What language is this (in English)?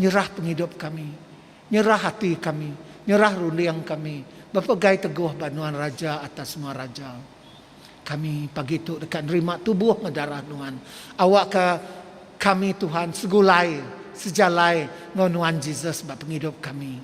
Iban